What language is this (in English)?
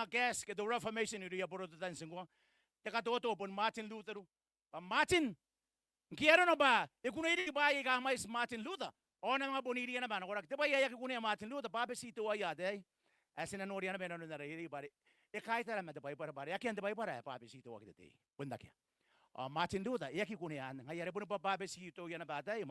Gilbertese